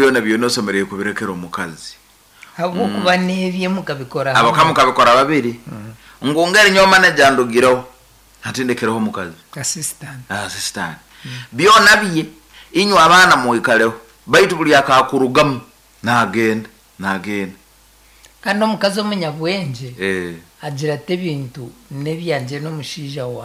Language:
Nyankole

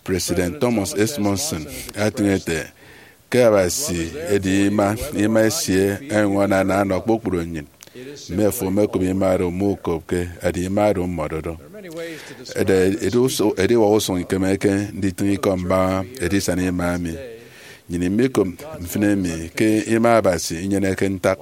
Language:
Efik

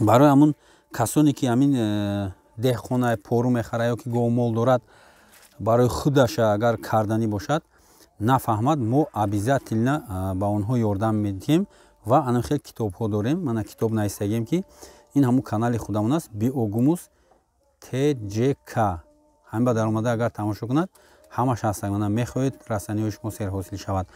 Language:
Tajik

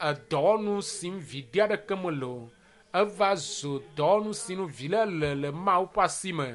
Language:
Ewe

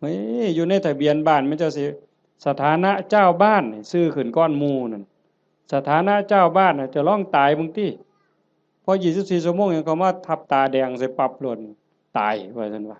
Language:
Northeastern Thai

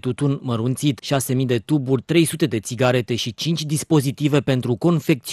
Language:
Romanian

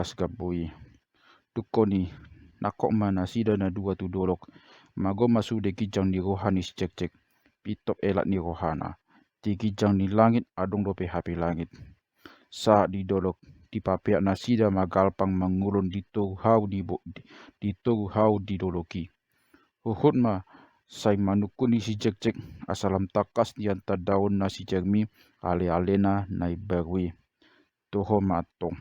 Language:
Batak Toba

